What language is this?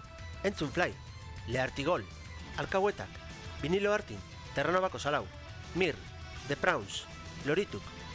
Basque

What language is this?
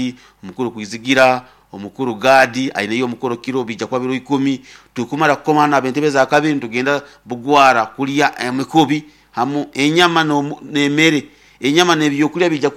Nyankole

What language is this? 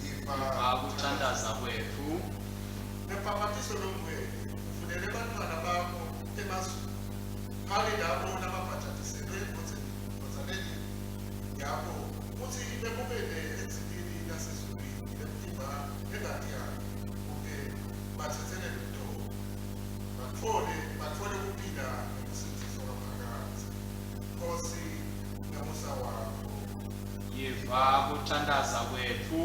Swati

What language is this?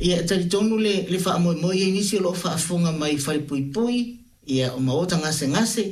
Samoan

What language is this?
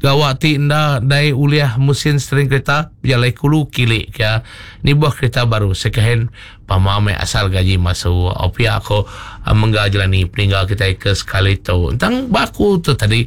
Iban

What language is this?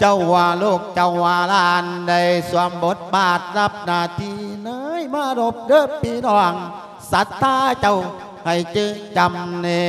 Lao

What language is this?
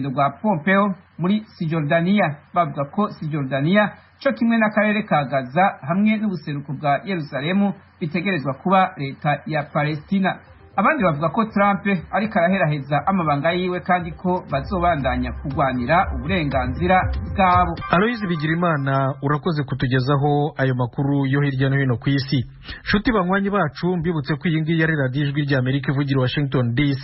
Rundi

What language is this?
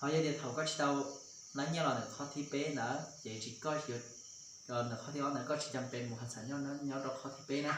Hmong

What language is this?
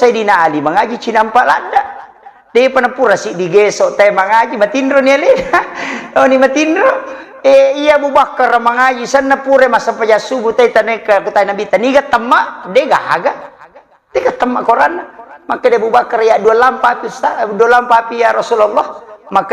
Buginese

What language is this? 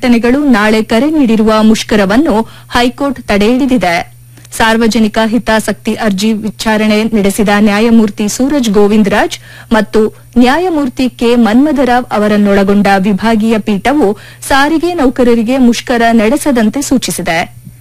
Kannada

